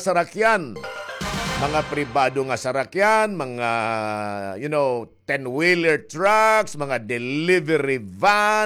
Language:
Waray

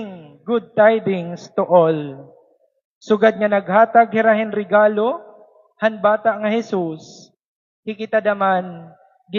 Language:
Waray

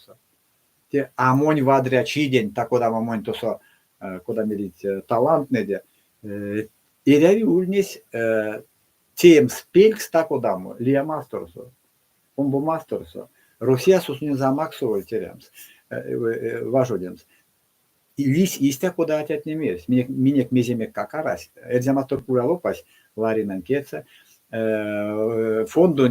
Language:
Erzya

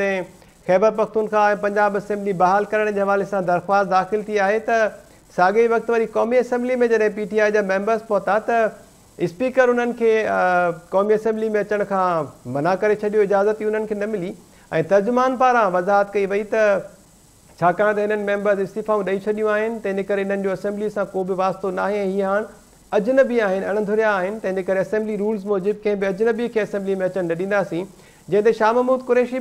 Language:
Sindhi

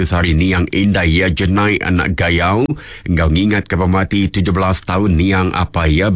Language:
Iban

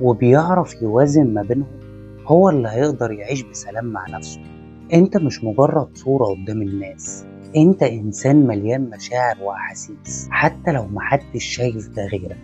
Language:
Egyptian Arabic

